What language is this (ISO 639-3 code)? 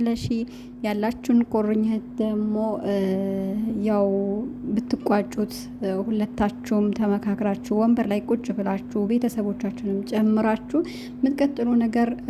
amh